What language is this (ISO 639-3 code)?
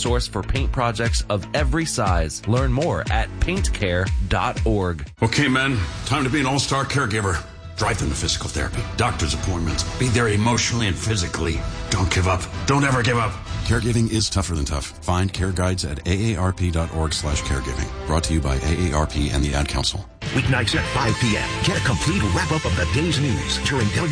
eng